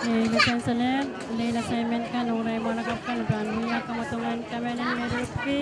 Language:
Pohnpeian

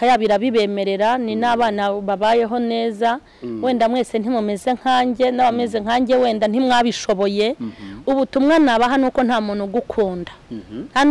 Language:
Kinyarwanda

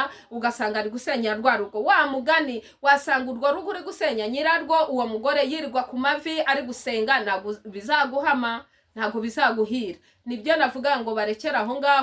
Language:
Kinyarwanda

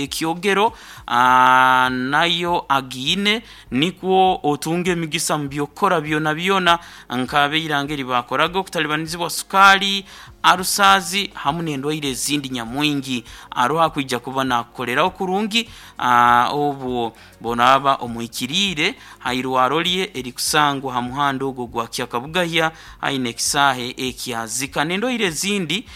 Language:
Nyoro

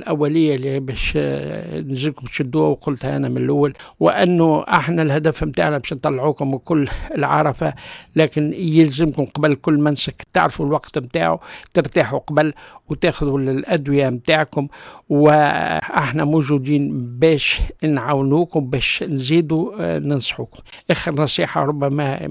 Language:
Tunisian Arabic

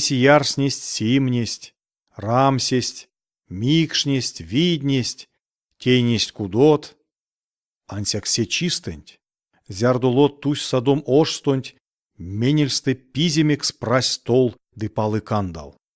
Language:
Erzya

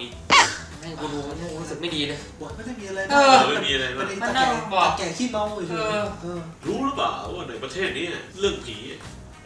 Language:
Thai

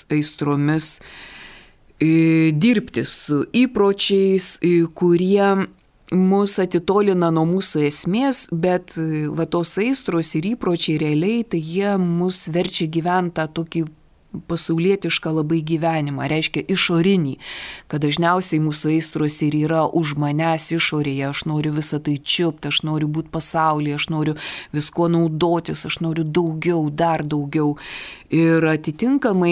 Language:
Lithuanian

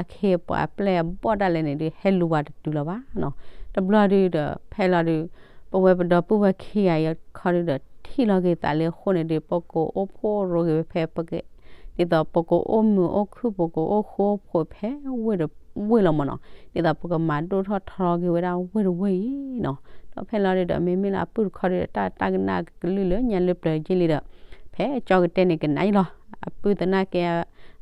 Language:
S'gaw Karen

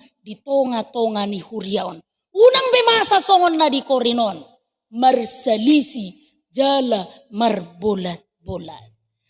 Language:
Batak Toba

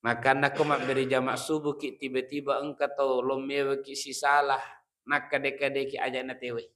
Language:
Buginese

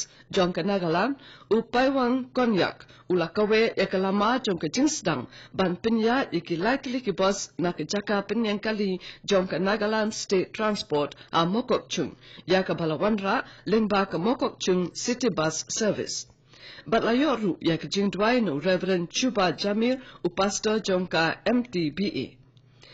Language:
Khasi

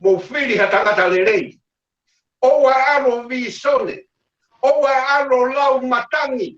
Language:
Tongan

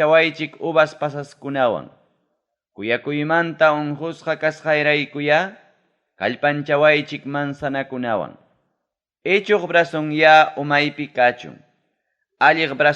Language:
Ayacucho Quechua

